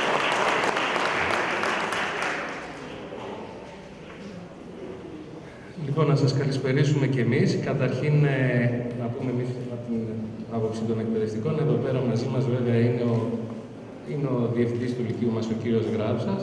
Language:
Greek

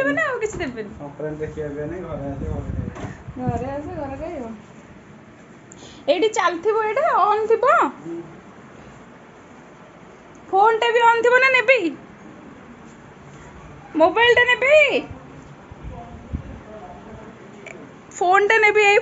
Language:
Odia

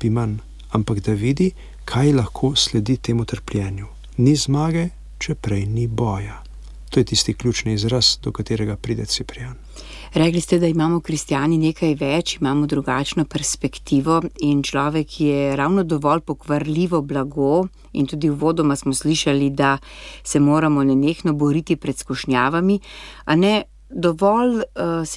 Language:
Slovenian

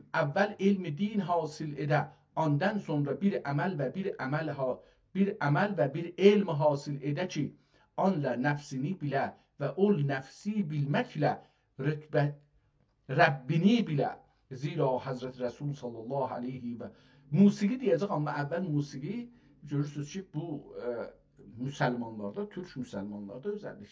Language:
South Azerbaijani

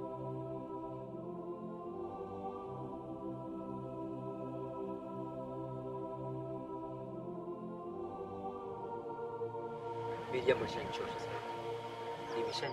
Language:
Swahili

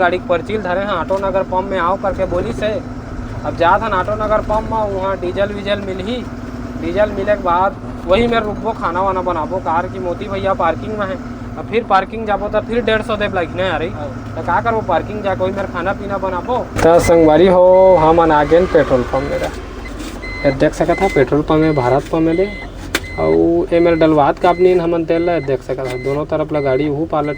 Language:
Chhattisgarhi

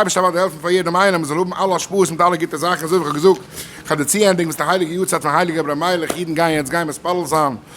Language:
Yiddish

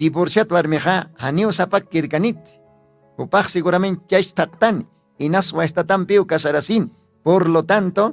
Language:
Aymara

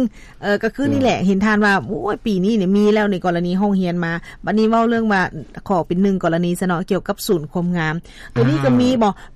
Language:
Lao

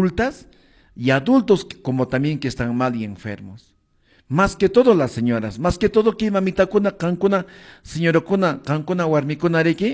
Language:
Quechua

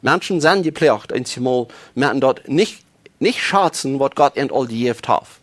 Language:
Plautdietsch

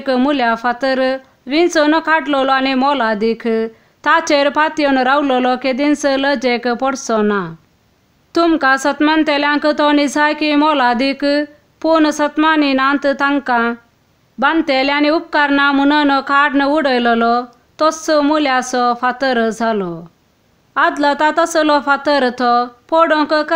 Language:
Konkani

